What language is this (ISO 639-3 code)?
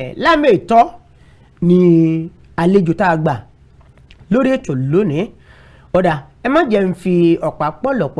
yor